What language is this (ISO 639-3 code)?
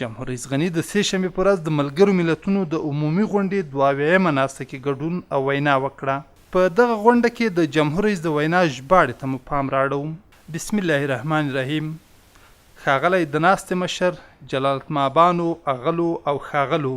pus